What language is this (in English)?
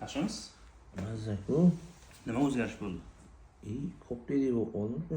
Uzbek